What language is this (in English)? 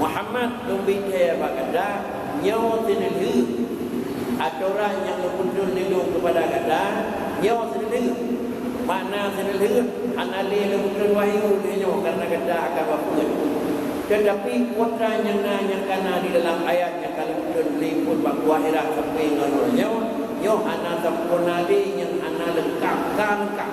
Achinese